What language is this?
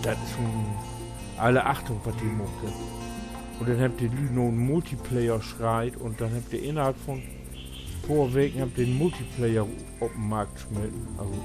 Low German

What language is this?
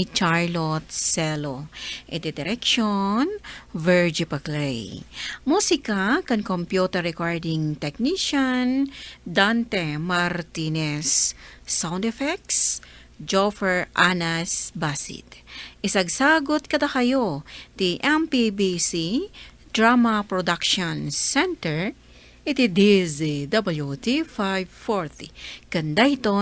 Iloko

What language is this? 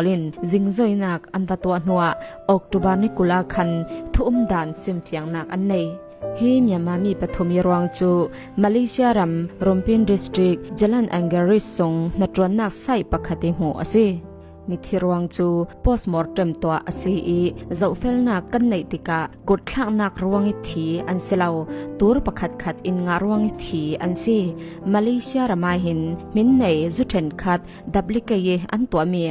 Falam Chin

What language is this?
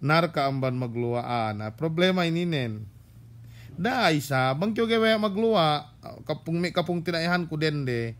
Yakan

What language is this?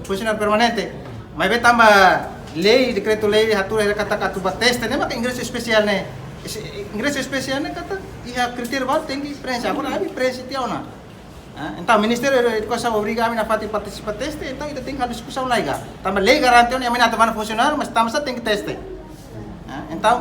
Tetum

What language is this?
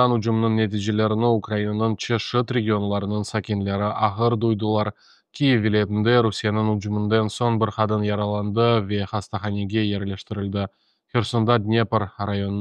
Crimean Tatar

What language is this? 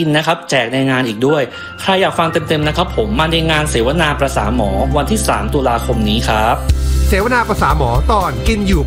Thai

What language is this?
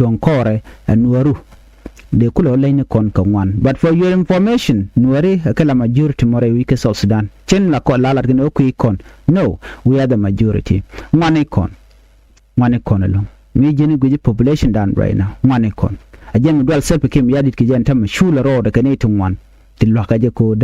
Nuer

